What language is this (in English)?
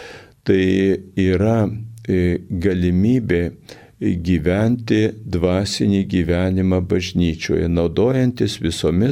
Lithuanian